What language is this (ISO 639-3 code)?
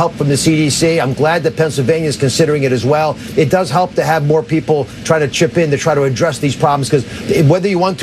eng